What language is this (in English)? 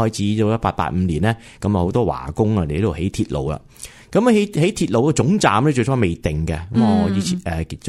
Cantonese